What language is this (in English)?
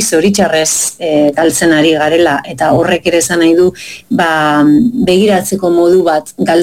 Basque